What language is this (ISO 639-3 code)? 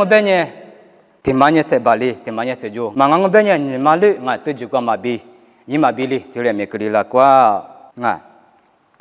lis